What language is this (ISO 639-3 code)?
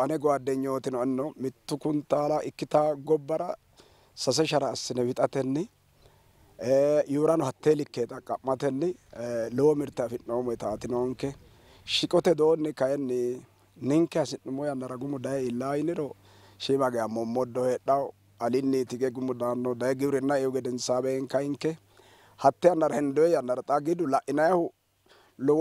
sid